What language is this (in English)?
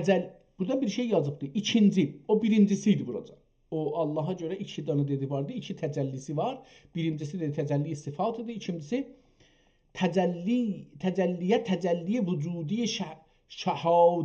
South Azerbaijani